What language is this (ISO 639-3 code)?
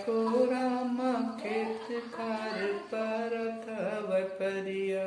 hne